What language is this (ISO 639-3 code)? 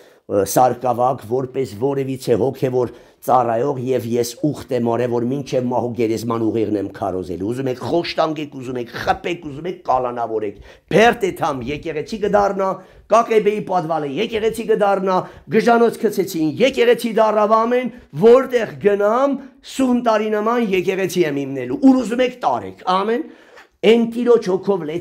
hye